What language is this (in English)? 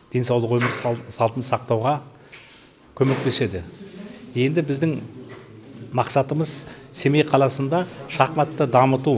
Kazakh